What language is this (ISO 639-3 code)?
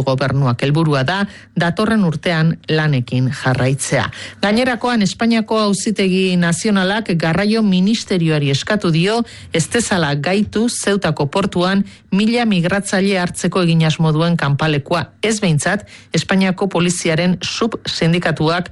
eus